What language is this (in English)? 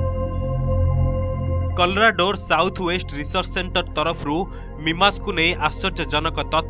Odia